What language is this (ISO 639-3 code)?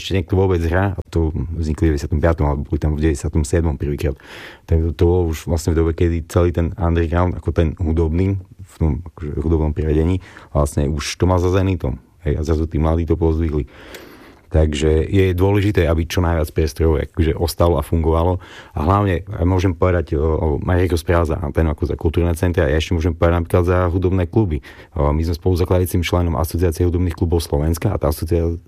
slk